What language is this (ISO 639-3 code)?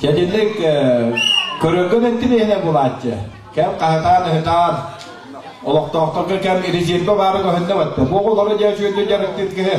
sah